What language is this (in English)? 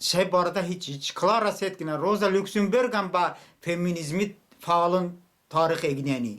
Talysh